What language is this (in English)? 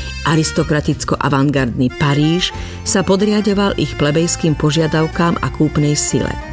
Slovak